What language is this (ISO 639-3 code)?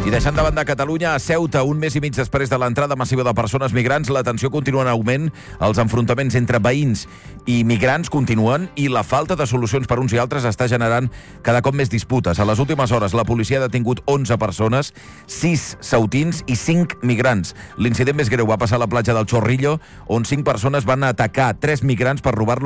cat